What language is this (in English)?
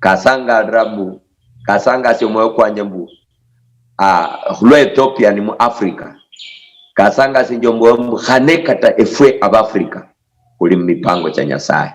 Luyia